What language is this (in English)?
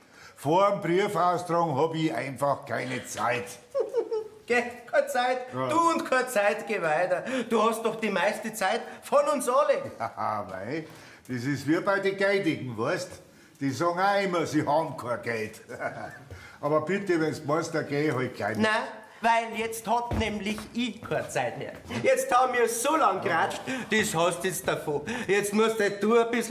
Bavarian